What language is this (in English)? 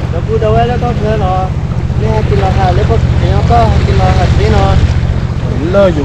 S'gaw Karen